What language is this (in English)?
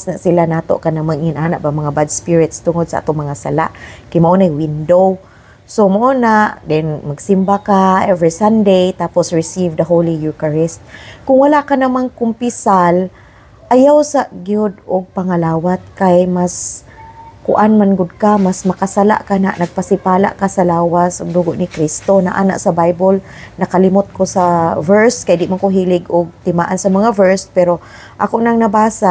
Cebuano